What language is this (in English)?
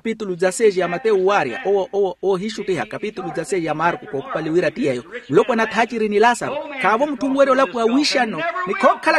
Makhuwa